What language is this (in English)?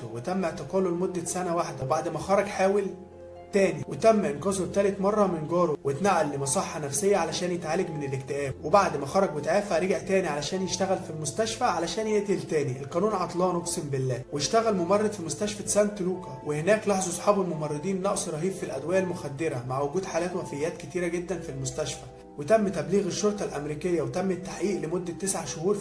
Egyptian Arabic